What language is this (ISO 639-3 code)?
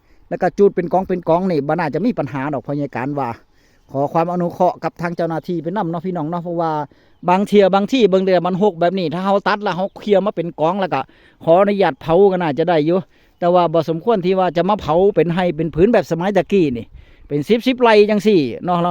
tts